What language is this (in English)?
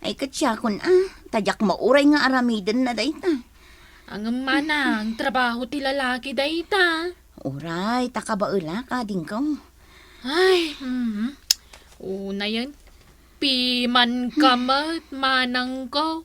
Iloko